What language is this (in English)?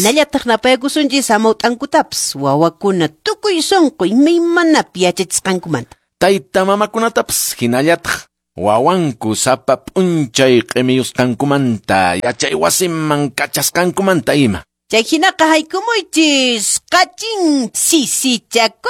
Quechua